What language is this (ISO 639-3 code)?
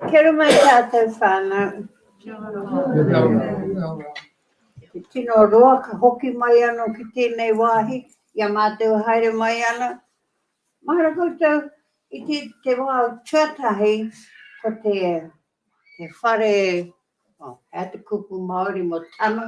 mri